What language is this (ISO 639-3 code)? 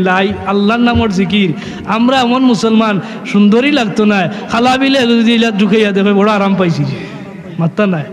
syl